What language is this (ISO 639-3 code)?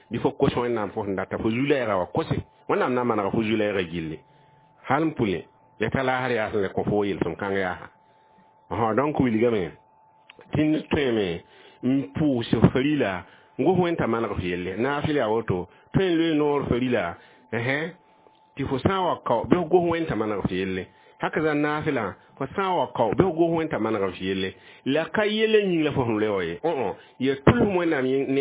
mos